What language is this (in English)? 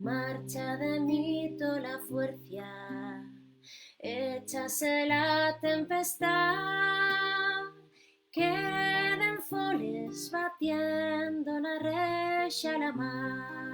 Asturian